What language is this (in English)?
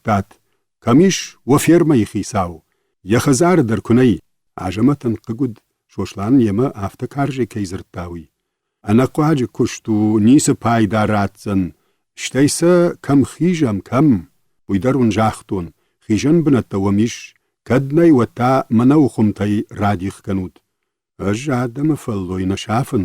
Ossetic